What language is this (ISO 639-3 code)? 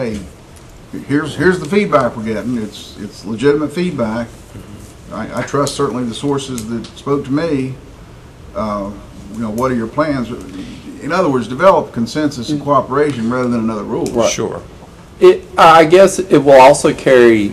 eng